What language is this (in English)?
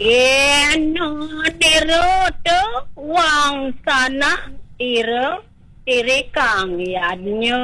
Balinese